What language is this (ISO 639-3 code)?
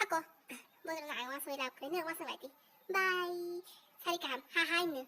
trp